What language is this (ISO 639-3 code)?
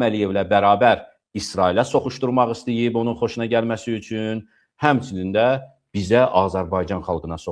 aze